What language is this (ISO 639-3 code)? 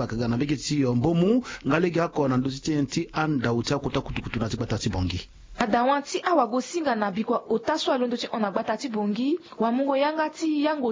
sag